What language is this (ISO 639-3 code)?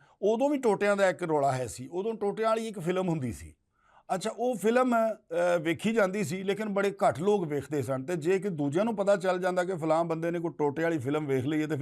lah